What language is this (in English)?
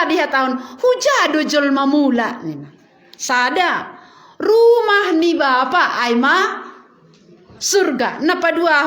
Batak Simalungun